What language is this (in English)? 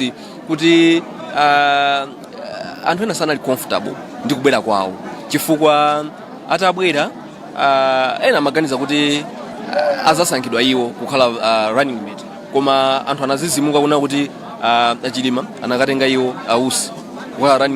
Nyanja